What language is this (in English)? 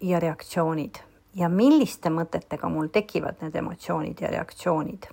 Estonian